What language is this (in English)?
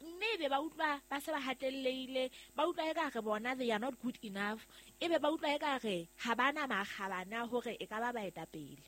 Southern Sotho